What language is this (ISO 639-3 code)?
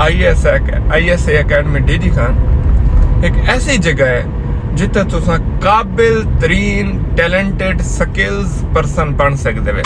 skr